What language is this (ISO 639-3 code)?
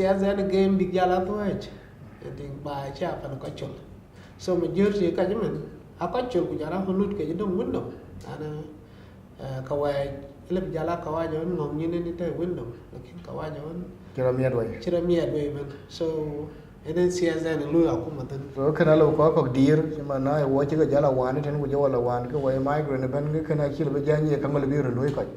din